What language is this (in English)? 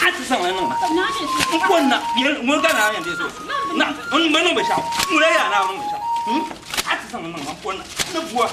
Dagbani